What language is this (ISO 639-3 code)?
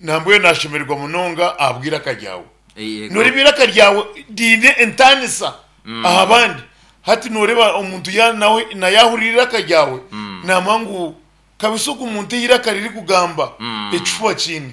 nyn